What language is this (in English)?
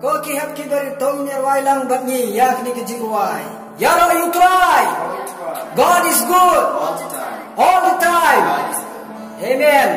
Khasi